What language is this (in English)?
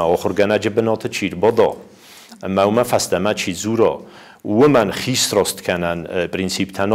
Ossetic